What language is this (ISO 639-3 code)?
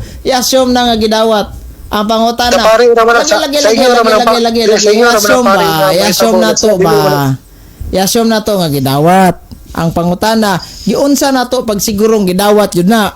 ceb